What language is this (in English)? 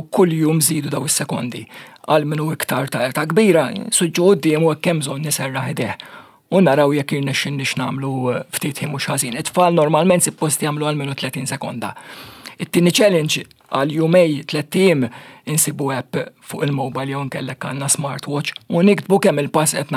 Maltese